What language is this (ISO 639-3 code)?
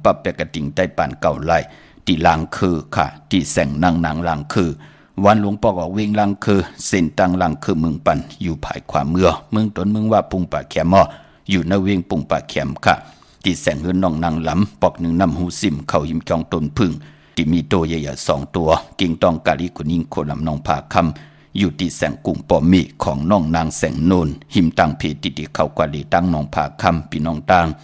shn